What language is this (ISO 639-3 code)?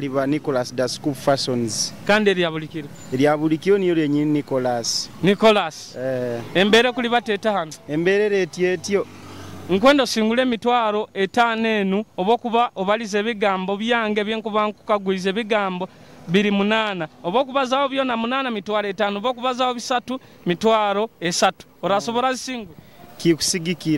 nyo